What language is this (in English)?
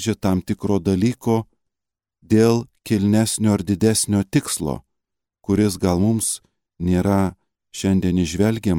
Lithuanian